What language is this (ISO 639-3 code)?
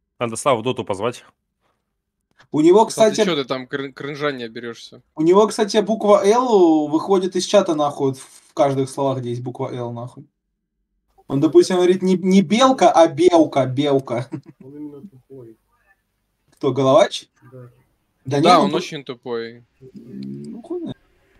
rus